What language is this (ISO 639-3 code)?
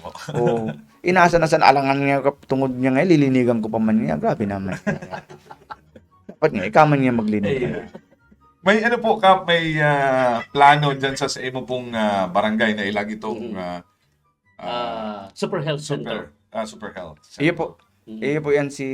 bik